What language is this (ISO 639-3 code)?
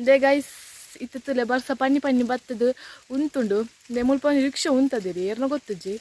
tcy